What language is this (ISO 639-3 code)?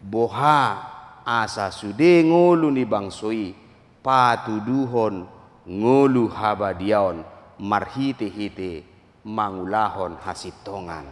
bbc